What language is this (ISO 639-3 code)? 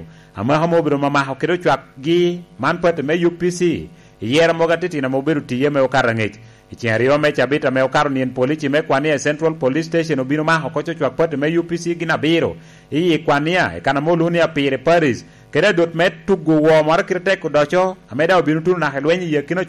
laj